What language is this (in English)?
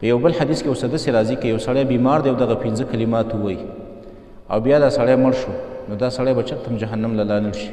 Pashto